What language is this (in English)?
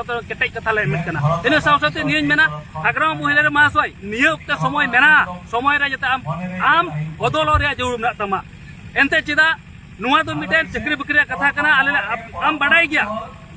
Santali